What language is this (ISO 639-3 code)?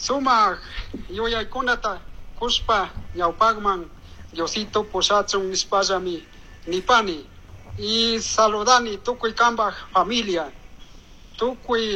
qug